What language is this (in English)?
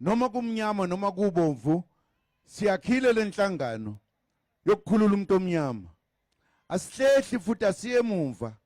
Zulu